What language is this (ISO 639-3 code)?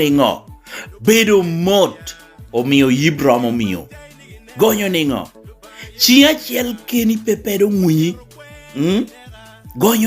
laj